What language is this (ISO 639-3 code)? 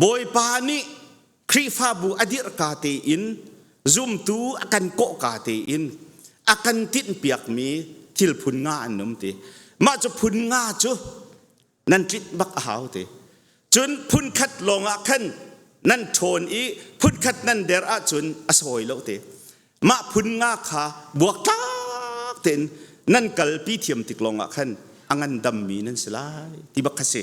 cnh